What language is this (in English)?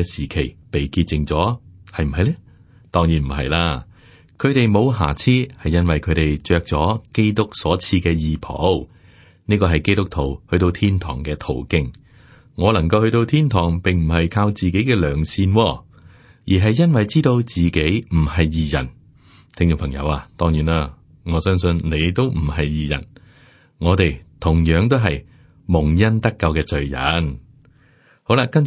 Cantonese